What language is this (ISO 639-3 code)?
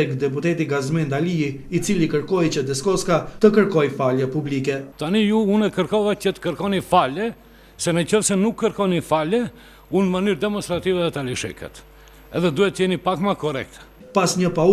sqi